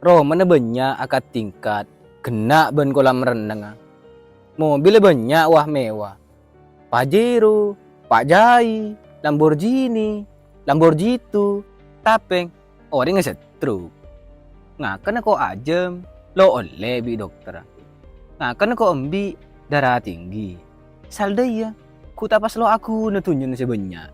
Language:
Madurese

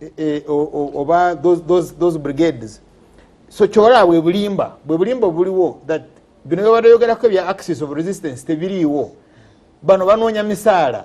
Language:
Ganda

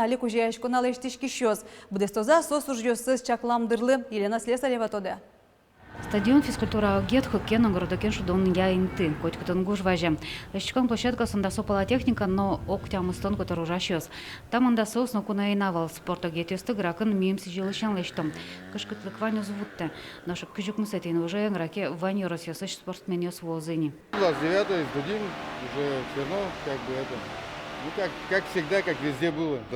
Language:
Udmurt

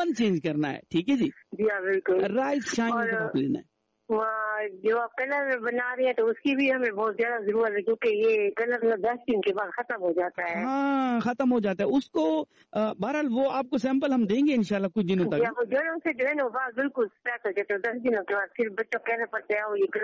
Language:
Urdu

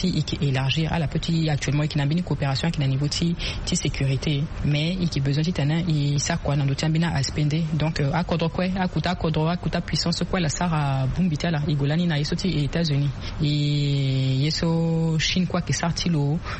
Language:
Sango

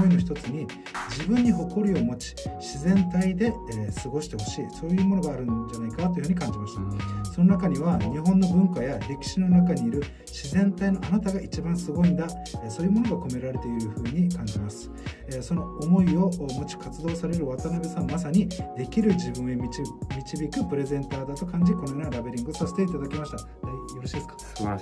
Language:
Japanese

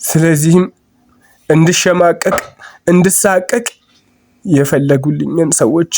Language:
Amharic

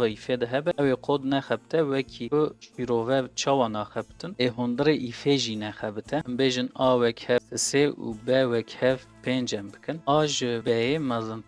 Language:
Kurdish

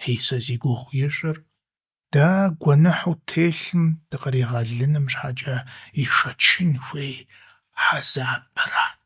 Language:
Kabardian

